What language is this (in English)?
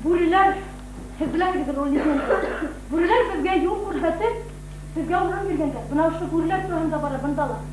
Bashkir